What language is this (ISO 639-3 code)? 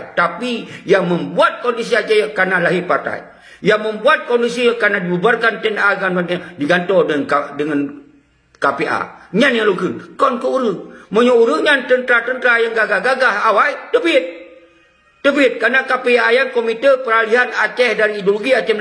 ace